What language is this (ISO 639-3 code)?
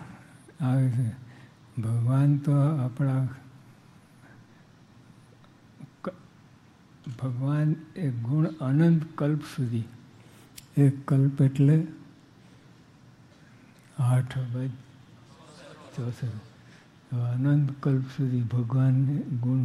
guj